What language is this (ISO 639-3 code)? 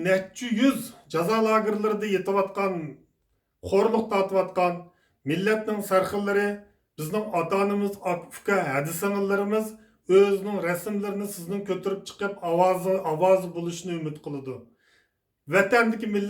uig